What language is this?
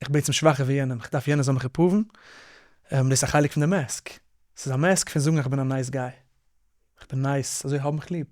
Yiddish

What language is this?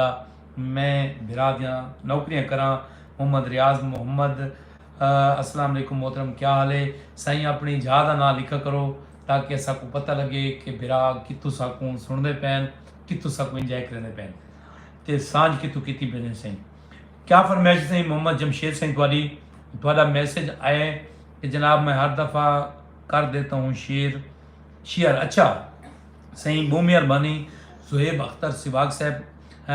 Saraiki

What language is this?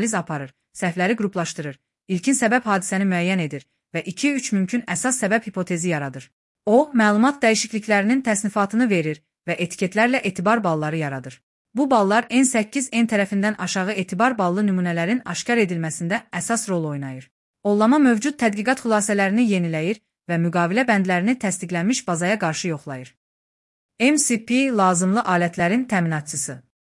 Azerbaijani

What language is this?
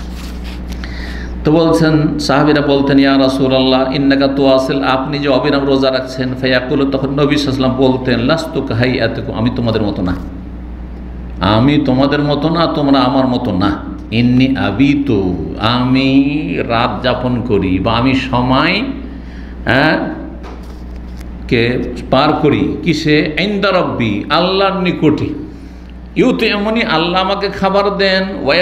Bangla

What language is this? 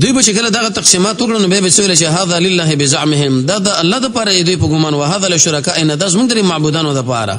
Pashto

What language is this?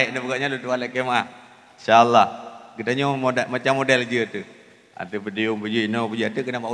Achinese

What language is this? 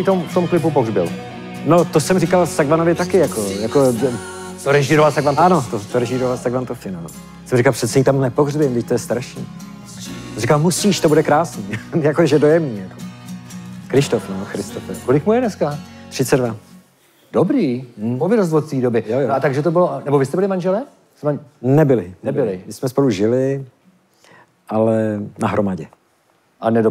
Czech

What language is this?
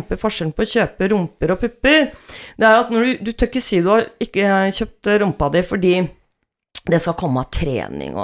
Norwegian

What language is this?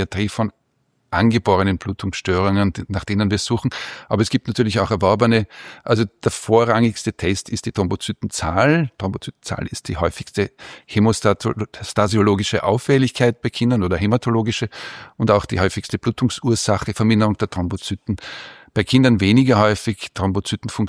German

